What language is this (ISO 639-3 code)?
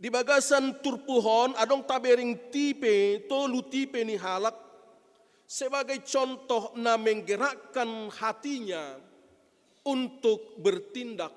bbc